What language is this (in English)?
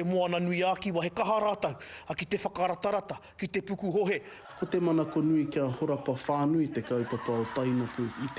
Māori